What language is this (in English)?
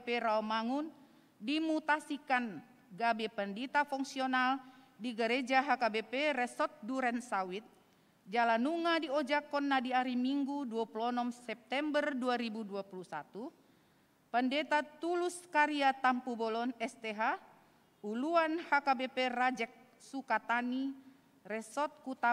Batak Toba